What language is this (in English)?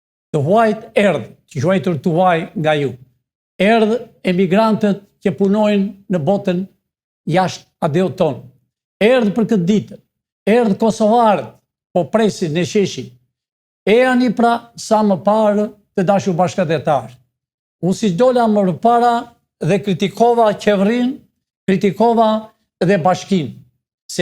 Albanian